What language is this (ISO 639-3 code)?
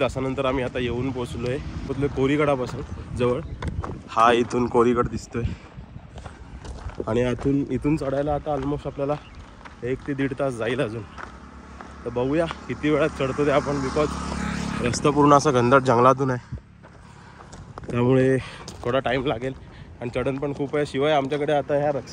mar